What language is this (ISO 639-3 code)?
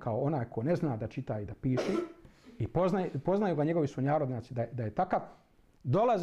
bos